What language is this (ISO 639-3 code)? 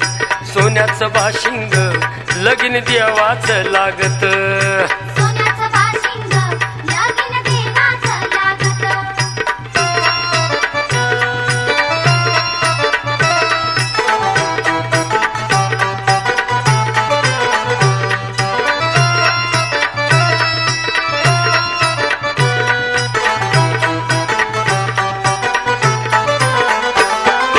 mar